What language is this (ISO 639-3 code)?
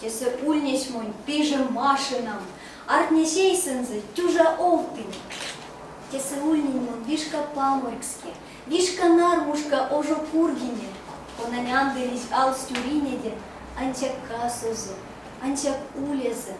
myv